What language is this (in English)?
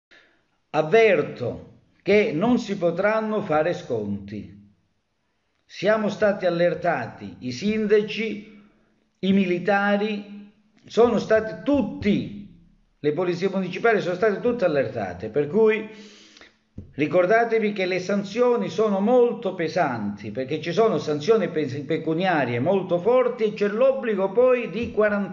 Italian